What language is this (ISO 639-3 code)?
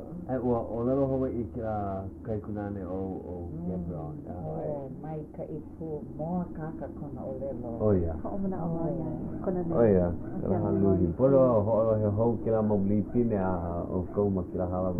haw